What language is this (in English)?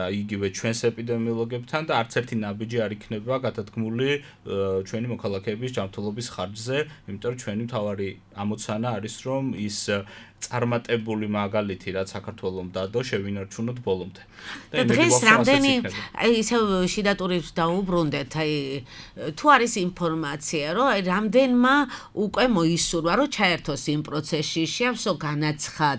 Georgian